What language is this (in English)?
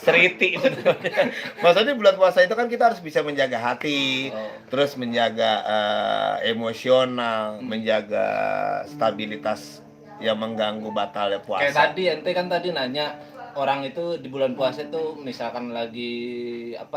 Betawi